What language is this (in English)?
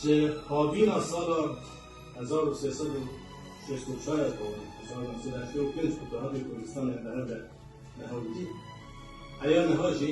Kurdish